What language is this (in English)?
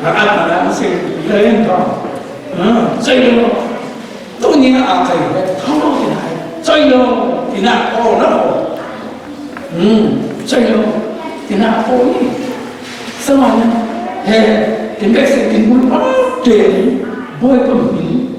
Falam Chin